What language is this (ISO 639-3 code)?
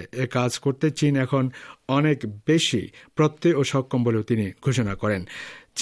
ben